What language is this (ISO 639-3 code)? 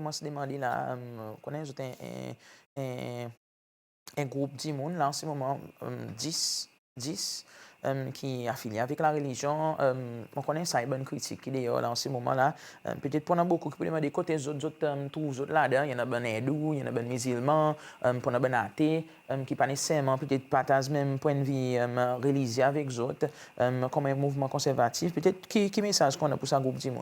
crs